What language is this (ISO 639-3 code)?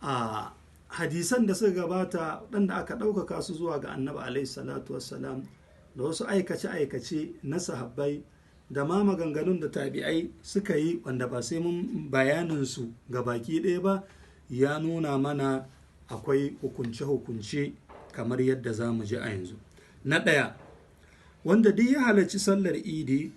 hau